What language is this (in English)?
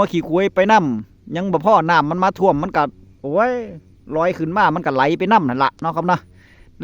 Northeastern Thai